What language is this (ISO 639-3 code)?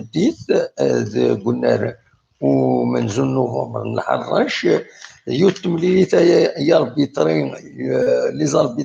kab